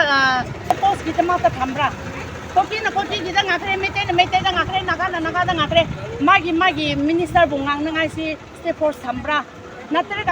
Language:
Manipuri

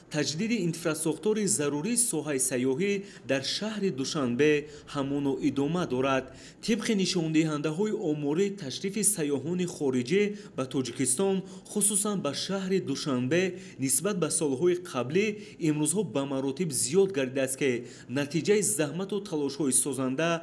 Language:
Tajik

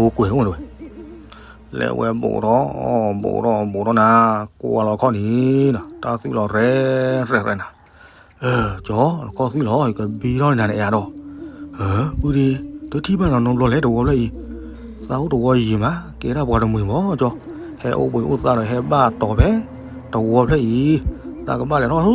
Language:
S'gaw Karen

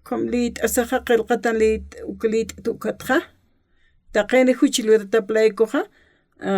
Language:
Aymara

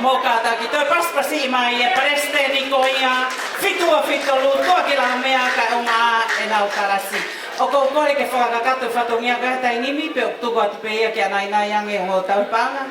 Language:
Tongan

